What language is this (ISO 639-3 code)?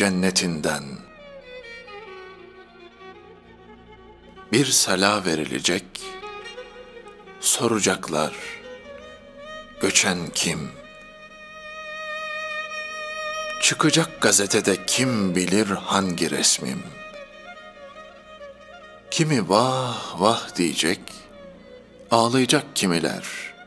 tur